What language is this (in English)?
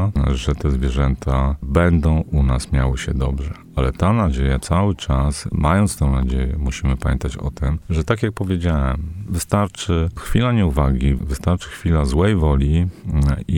Polish